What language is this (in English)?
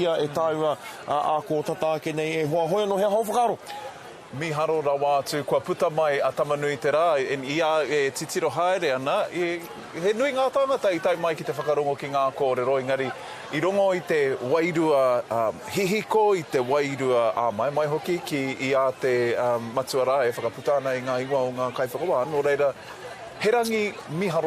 Māori